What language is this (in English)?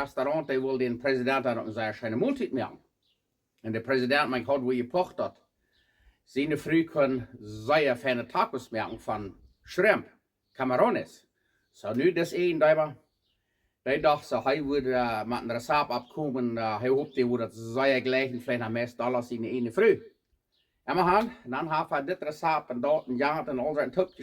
Plautdietsch